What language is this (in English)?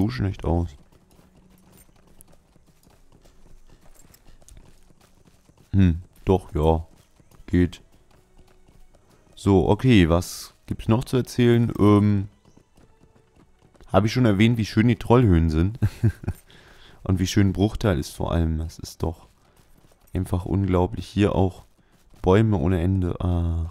German